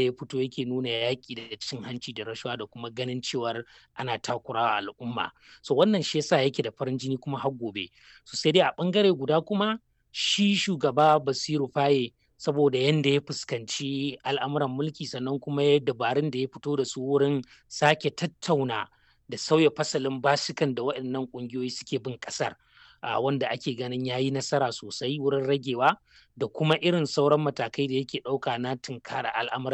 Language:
Hausa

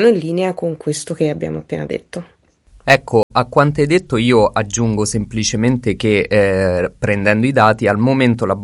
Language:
Italian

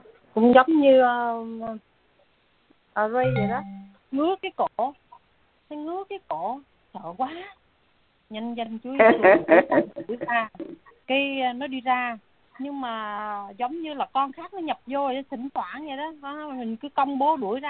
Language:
Vietnamese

